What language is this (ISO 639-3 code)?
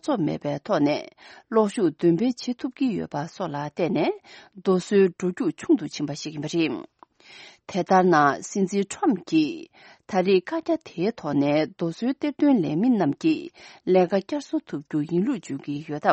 bod